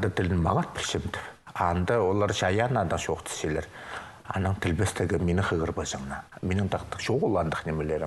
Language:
Khakas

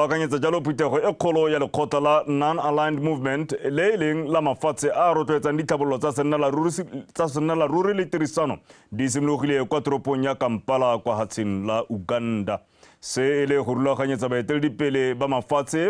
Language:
Tswana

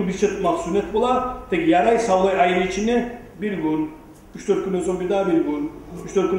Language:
Kumyk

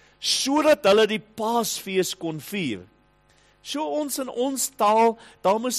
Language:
Afrikaans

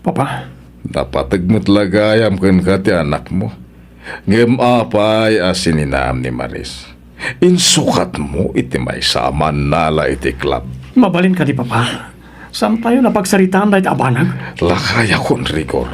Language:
Iloko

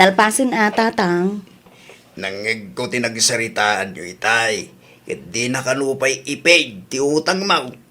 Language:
Iloko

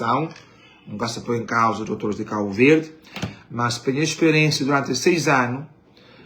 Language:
Kabuverdianu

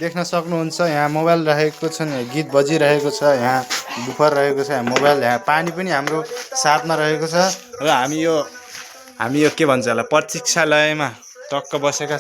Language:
Nepali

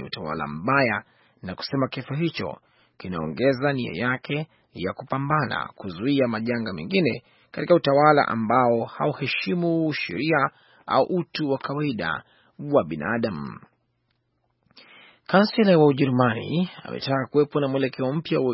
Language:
Swahili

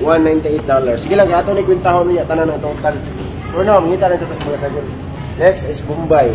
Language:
Cebuano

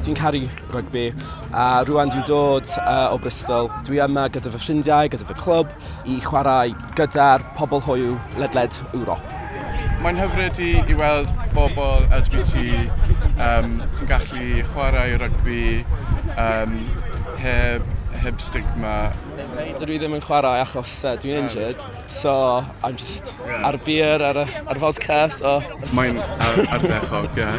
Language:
Welsh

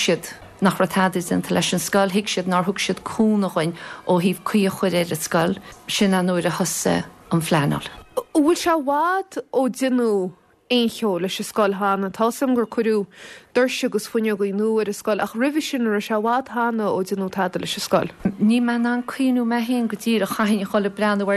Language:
Irish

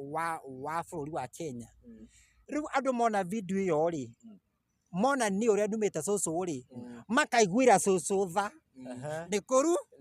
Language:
Kikuyu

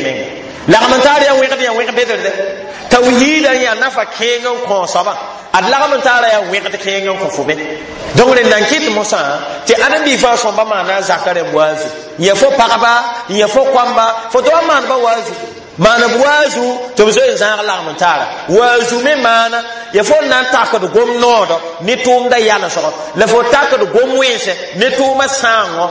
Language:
Mossi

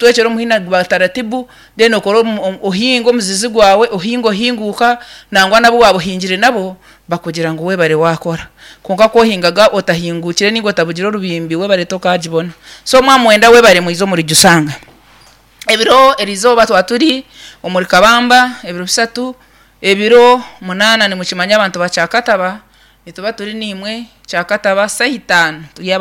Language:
Nyankole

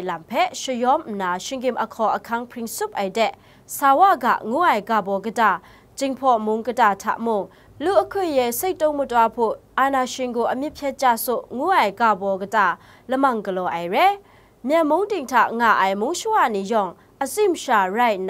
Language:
Kachin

